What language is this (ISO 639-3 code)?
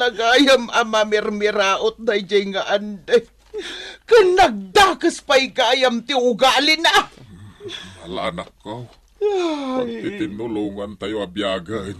ilo